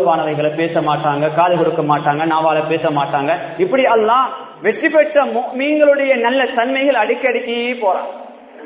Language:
Tamil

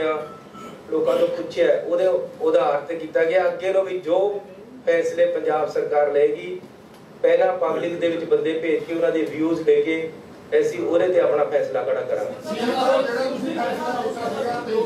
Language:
Punjabi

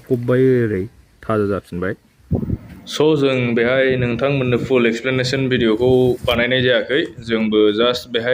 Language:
Bodo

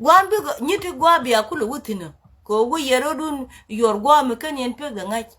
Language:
Nuer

